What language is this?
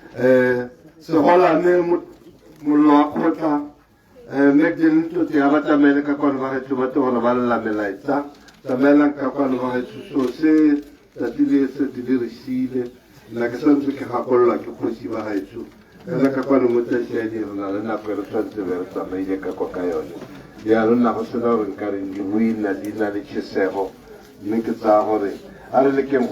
Tswana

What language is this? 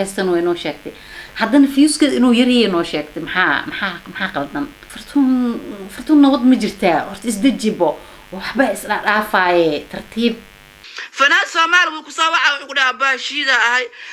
Somali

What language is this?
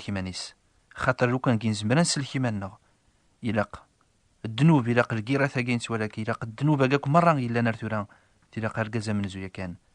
Kabyle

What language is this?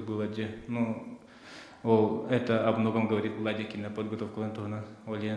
Yakut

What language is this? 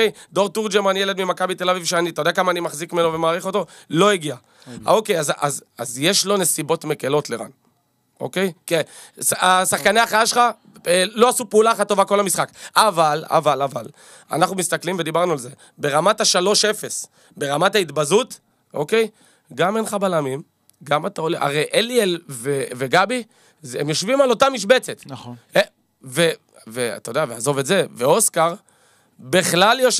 Hebrew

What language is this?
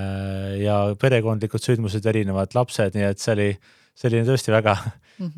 Estonian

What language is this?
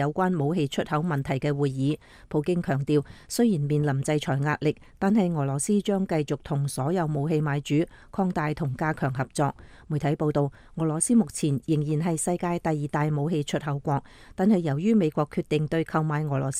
Cantonese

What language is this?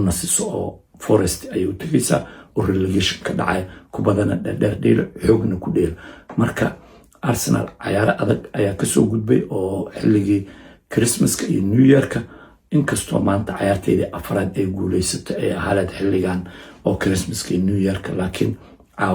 Somali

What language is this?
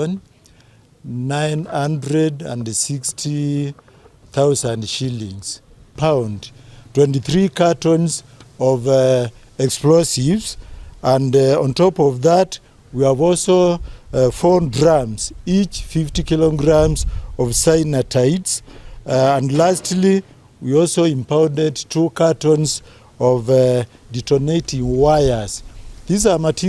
Gusii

